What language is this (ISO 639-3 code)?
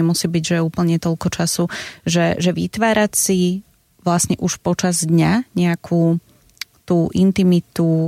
slk